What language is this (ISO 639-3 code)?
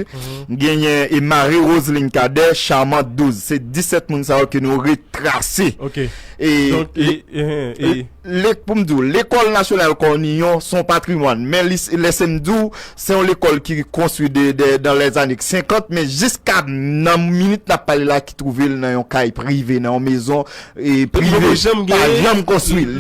hat